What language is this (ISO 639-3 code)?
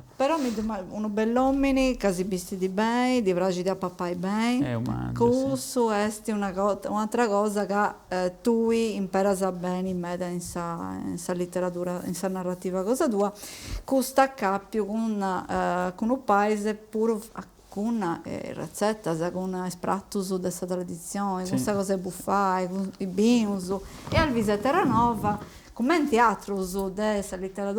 srd